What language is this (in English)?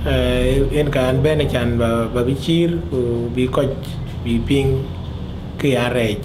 Dinka